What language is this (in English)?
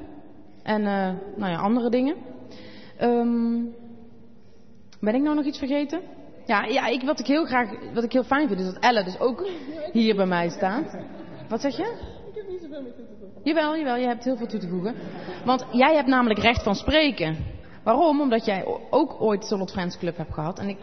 Dutch